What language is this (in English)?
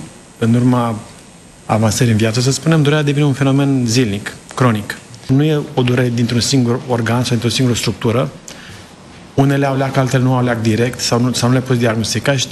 Romanian